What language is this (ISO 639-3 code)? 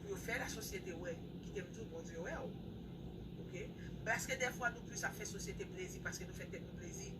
hat